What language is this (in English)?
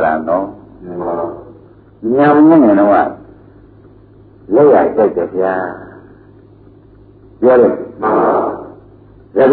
Burmese